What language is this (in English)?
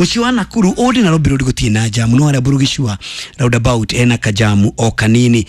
Kikuyu